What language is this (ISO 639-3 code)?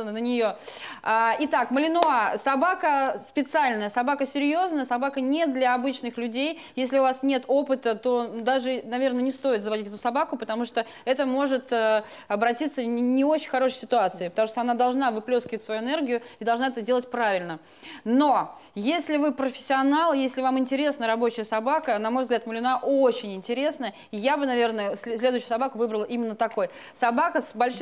rus